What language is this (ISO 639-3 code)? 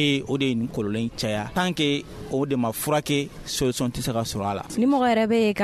bam